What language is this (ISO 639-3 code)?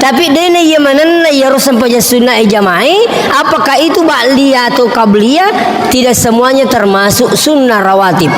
bug